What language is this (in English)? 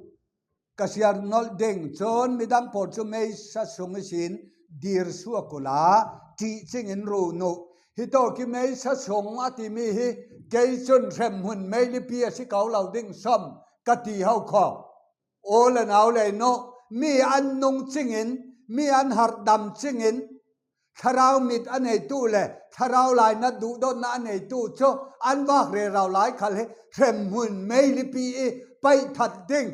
Falam Chin